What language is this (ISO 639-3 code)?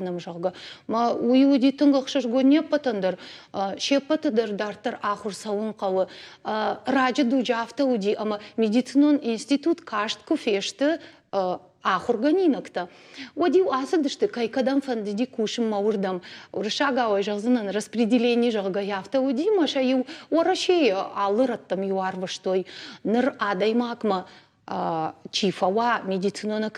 oss